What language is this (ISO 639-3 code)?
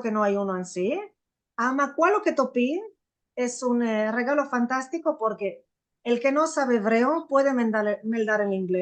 lad